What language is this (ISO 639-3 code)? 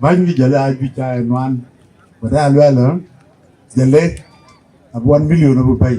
din